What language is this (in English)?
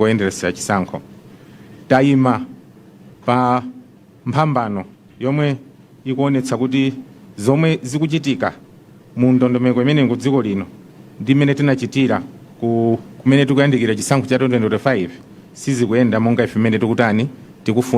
Nyanja